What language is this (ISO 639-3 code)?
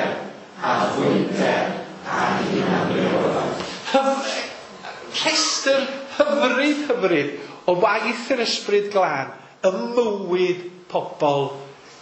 cym